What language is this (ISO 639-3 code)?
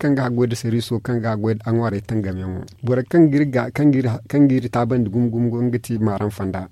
dje